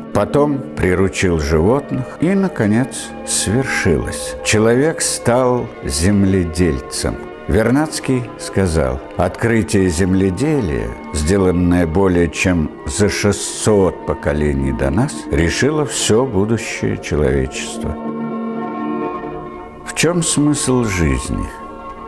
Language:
Russian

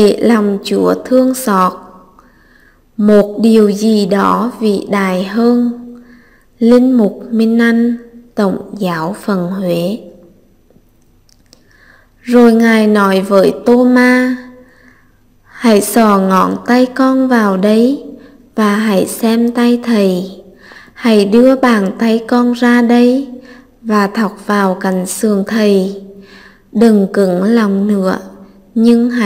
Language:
Vietnamese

